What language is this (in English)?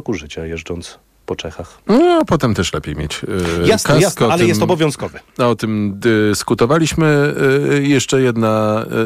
Polish